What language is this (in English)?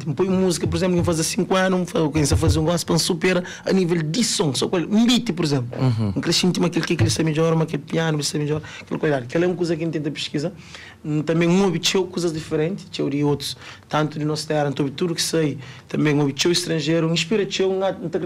Kabuverdianu